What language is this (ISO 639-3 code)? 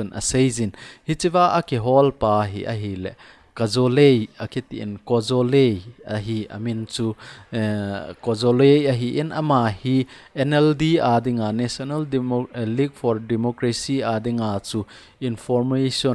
tcz